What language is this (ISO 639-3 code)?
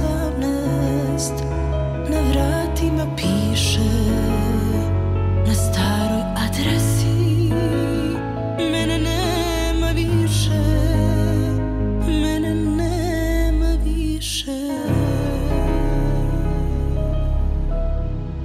srp